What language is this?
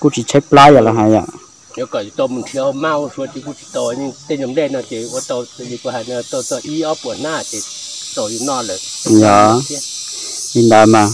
Hmong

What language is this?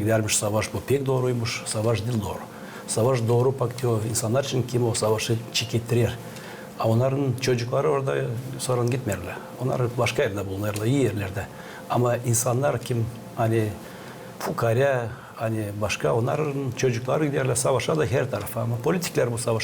Gagauz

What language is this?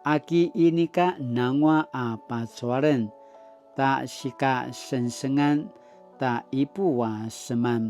Paiwan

